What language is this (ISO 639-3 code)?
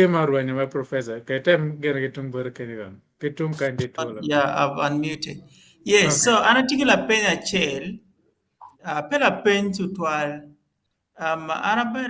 ach